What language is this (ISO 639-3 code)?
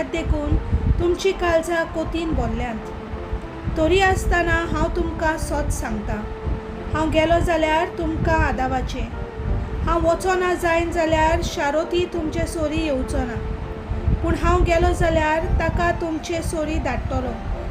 kok